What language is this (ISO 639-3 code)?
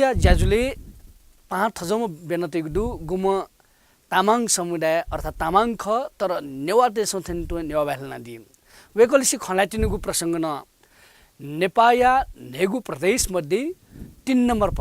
new